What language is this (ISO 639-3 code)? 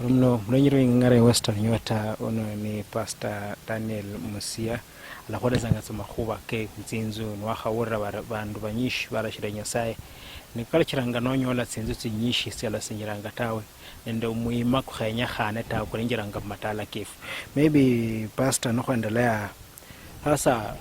luy